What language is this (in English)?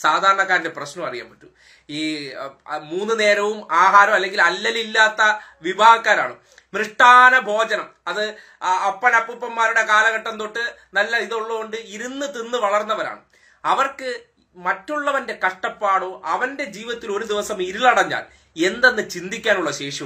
Malayalam